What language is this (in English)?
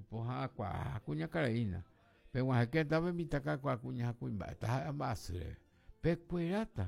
Guarani